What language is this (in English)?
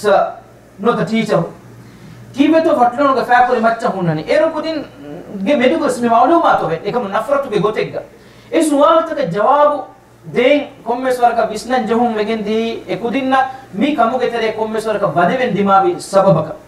Divehi